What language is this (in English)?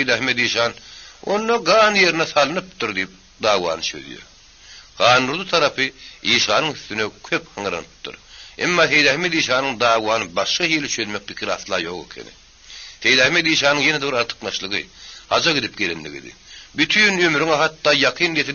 Turkmen